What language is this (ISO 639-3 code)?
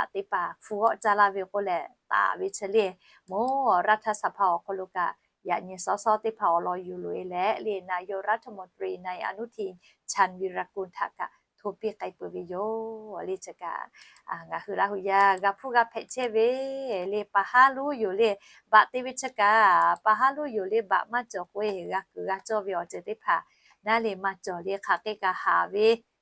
lhu